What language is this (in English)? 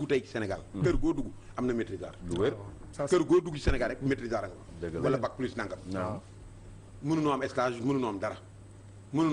Wolof